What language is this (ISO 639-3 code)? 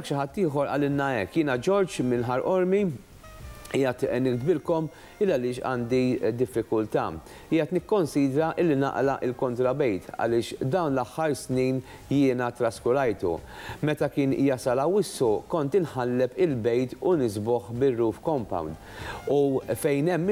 mlt